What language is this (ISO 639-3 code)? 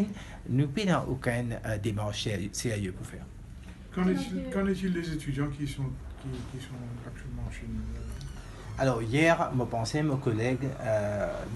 mfe